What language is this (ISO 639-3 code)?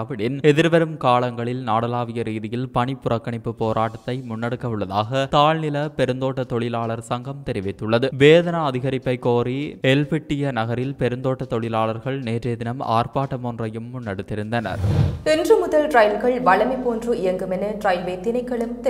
tam